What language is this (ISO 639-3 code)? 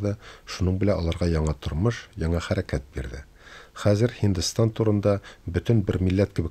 tat